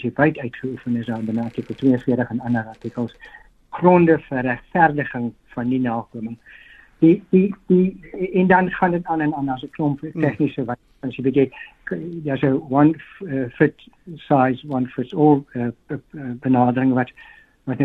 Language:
Afrikaans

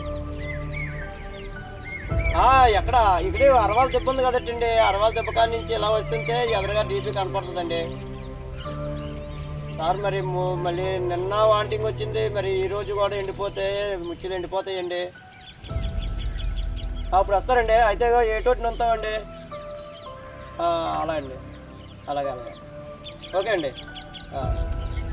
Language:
Telugu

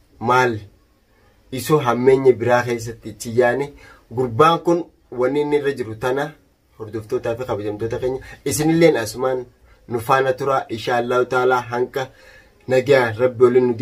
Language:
Oromo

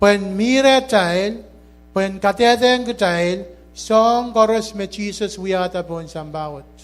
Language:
Pohnpeian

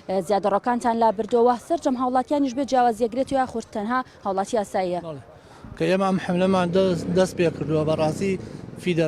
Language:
Central Kurdish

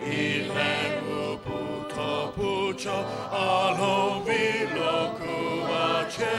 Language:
Sumi Naga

